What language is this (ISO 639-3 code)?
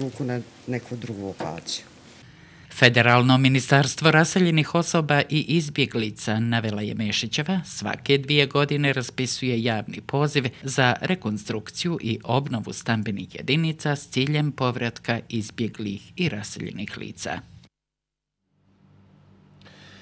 bos